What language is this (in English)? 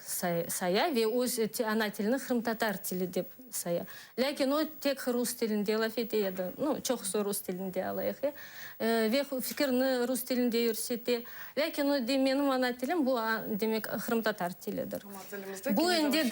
Crimean Tatar